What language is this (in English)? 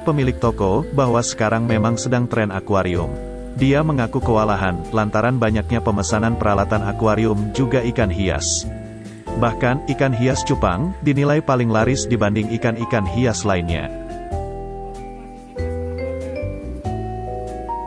Indonesian